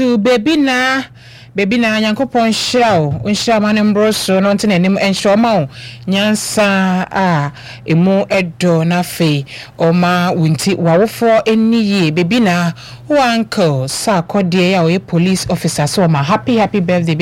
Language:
Akan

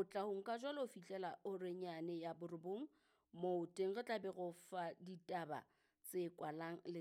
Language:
Southern Sotho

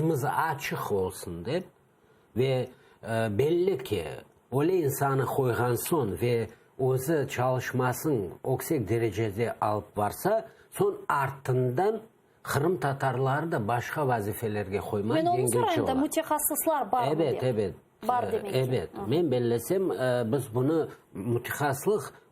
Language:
Crimean Tatar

